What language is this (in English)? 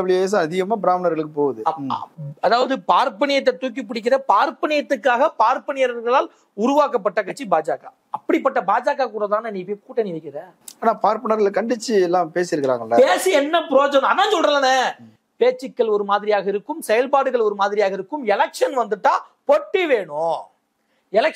Tamil